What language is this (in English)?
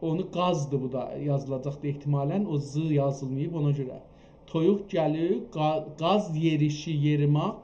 South Azerbaijani